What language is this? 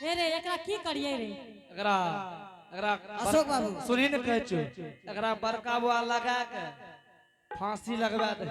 Angika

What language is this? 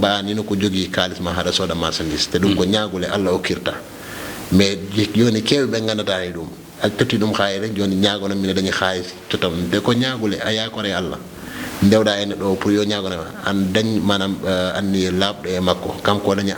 Fula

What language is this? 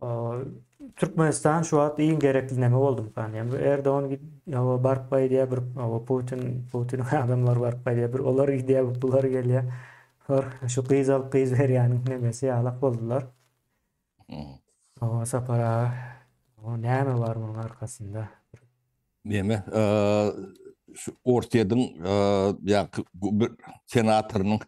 Turkmen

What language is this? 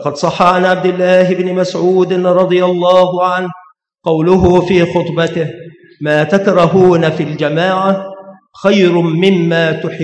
Arabic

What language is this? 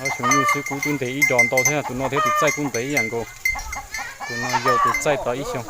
Hmong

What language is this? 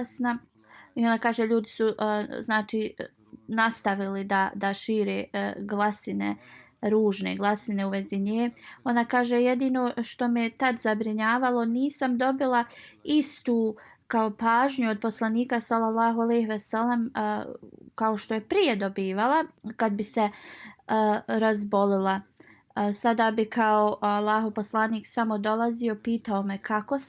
Bosnian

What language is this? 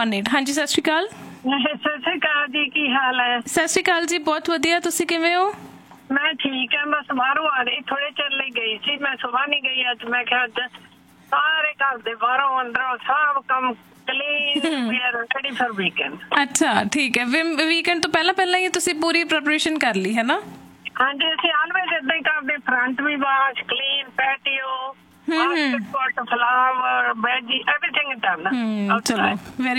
Punjabi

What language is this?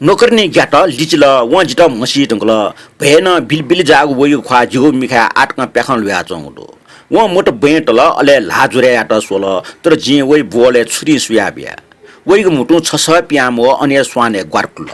Newari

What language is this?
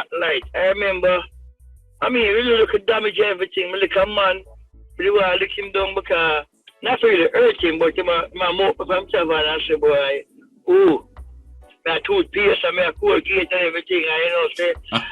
Jamaican Creole English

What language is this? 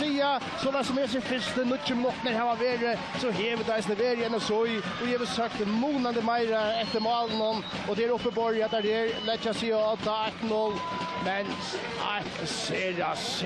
Faroese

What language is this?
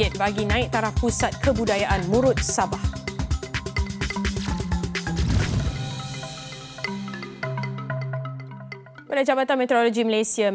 Malay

